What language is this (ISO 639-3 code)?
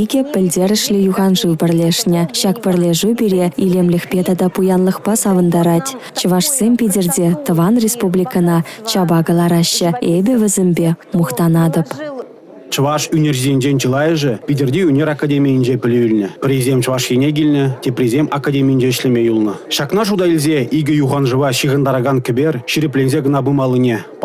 chv